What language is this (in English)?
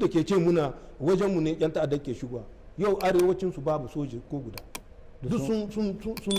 Hausa